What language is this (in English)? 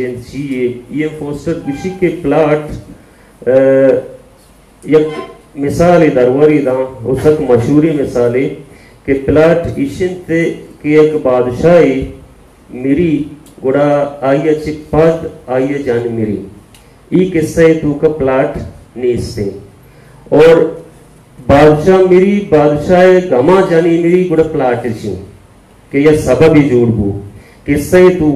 Baluchi